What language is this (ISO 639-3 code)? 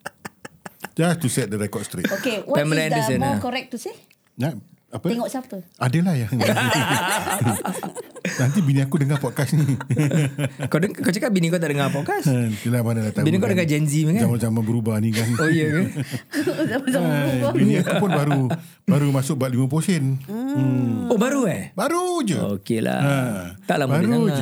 msa